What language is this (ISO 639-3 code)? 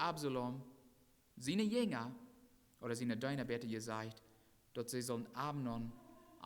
pdt